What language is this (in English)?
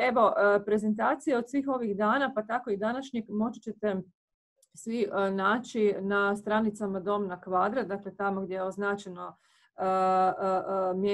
Croatian